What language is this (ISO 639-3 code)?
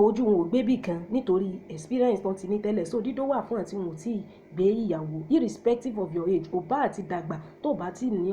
yor